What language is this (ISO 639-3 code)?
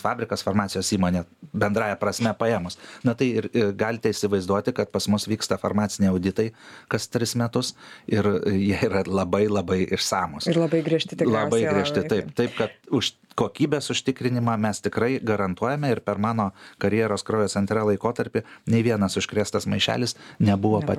lit